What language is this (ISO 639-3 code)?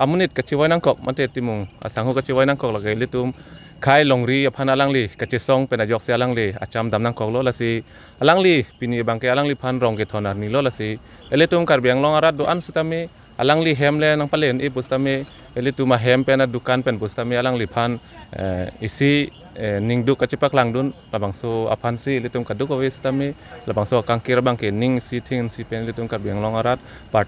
mjw